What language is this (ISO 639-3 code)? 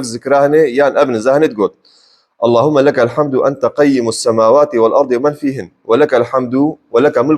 kur